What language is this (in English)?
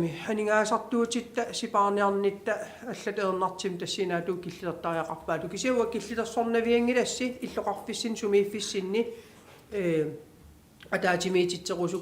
Kalaallisut